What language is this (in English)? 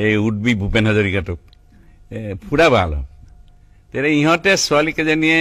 Assamese